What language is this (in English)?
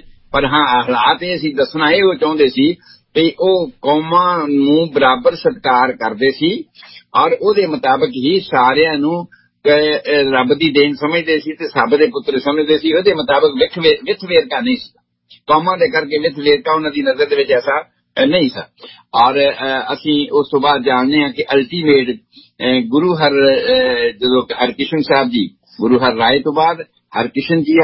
Punjabi